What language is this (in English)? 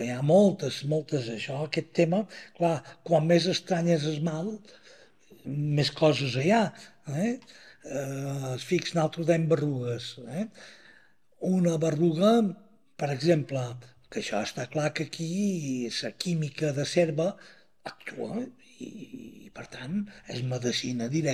Catalan